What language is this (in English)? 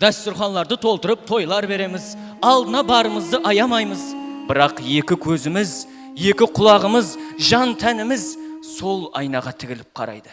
Kara-Kalpak